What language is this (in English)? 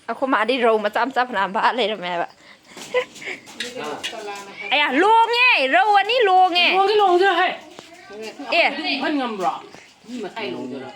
Manipuri